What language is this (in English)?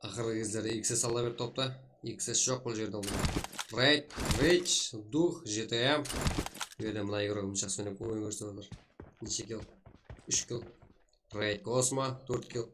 Kara-Kalpak